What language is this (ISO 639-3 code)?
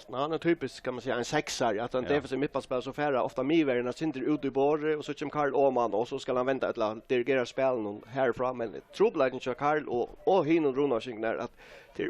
fao